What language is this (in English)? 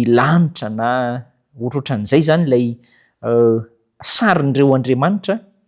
Malagasy